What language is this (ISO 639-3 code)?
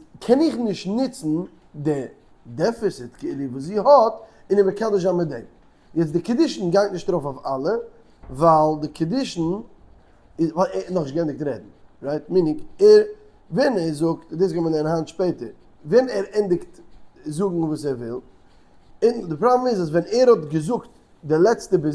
yid